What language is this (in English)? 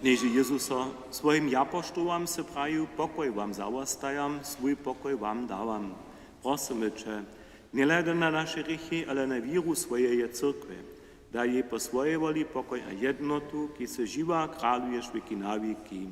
Upper Sorbian